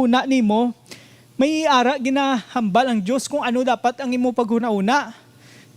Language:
Hiligaynon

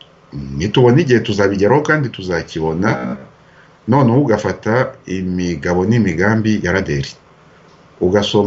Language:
Kinyarwanda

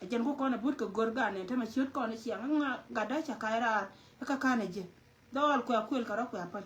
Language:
Nuer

